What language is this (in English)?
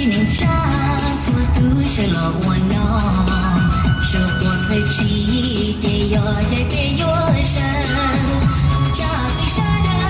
Hmong